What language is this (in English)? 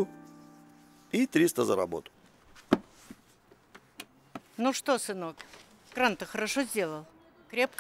Russian